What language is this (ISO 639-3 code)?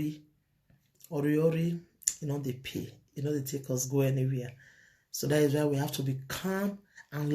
pcm